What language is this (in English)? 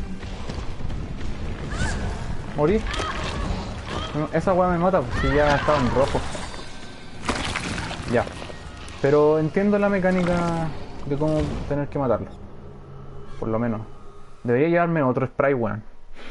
Spanish